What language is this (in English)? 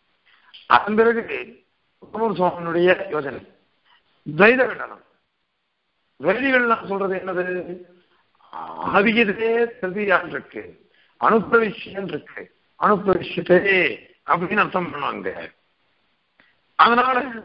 Tamil